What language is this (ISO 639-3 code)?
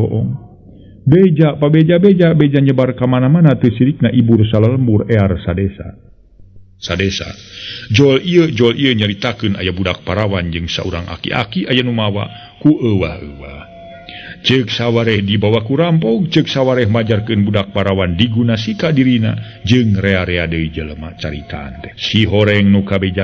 sun